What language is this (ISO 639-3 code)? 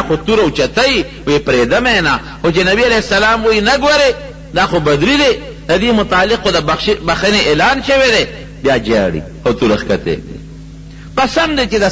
pus